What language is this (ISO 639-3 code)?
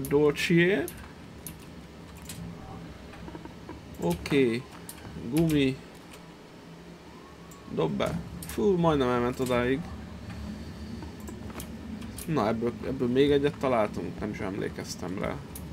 hun